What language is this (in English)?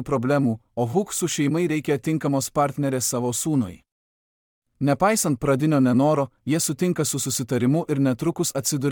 Lithuanian